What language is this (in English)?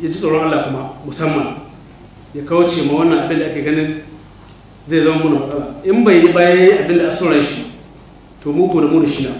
Hausa